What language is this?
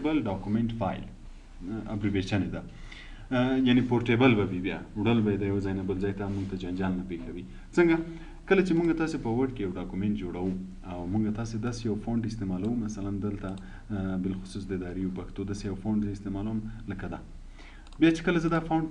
Pashto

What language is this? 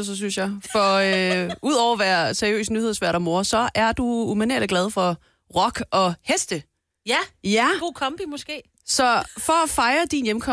Danish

